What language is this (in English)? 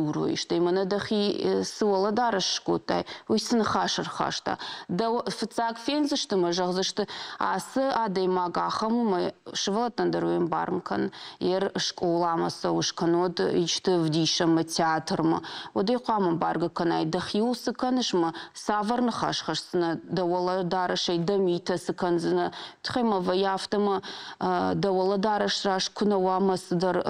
Ossetic